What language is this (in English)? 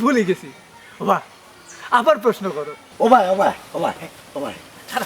Sylheti